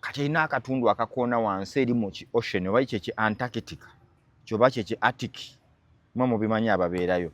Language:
Ganda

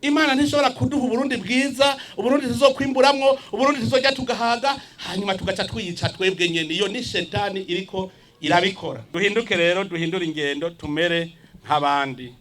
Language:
Rundi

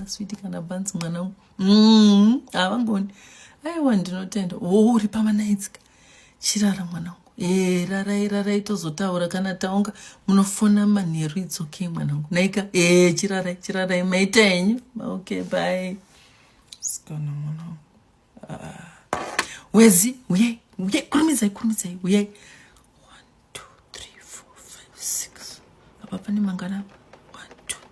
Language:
Shona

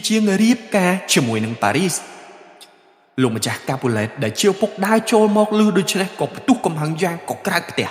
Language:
Khmer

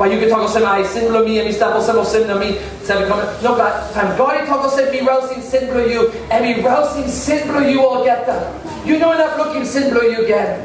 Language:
Tok Pisin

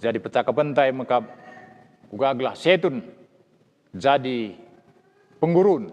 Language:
Batak Karo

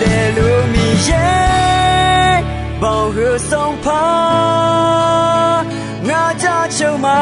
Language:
Akha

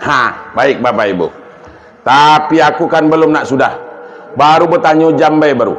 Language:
Minangkabau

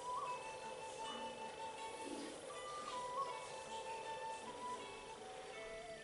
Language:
English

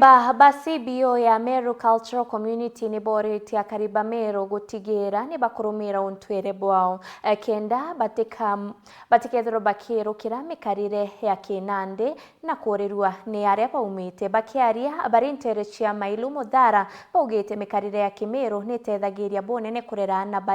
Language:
Meru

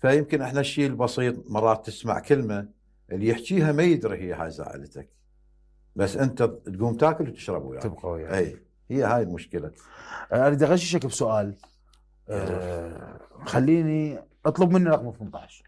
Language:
Mesopotamian Arabic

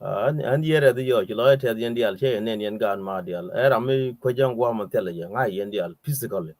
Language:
Nuer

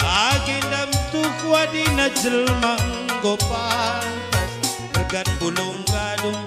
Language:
Batak Karo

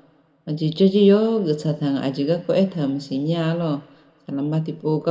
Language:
Akha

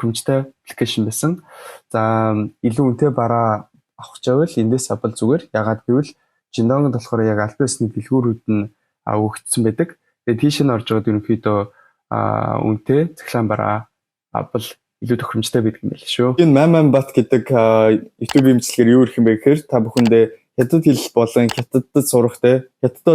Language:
Mongolian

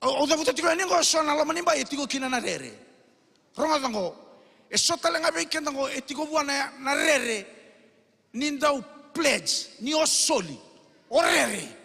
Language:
Fijian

